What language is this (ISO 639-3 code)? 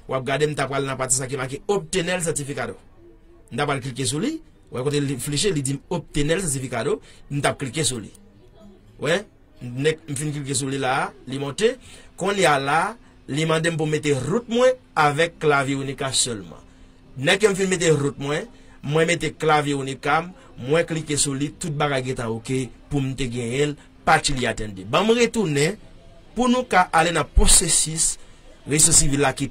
hat